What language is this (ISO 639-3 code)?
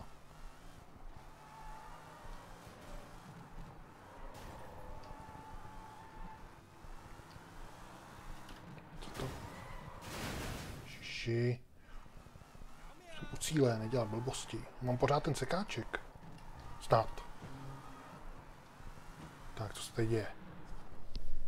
ces